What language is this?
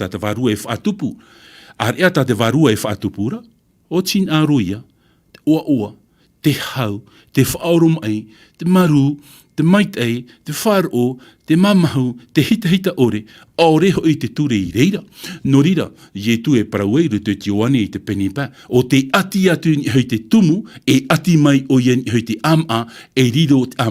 Tahitian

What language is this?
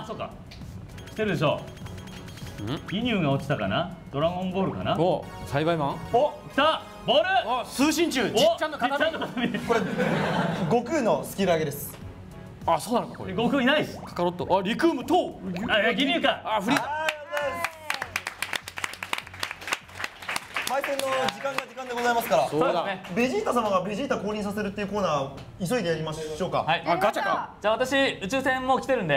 Japanese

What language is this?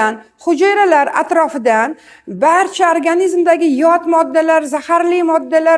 Uzbek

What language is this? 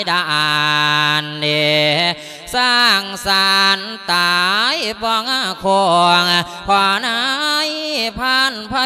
Lao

